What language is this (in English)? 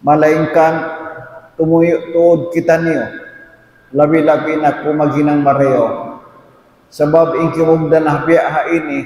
Tausug